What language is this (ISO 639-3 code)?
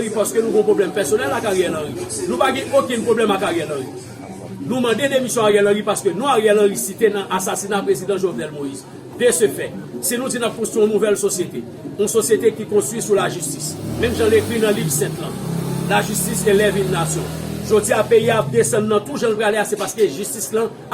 hat